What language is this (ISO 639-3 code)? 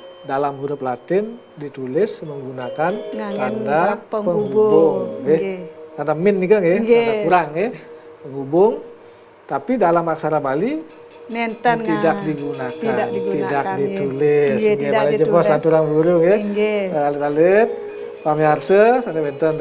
ban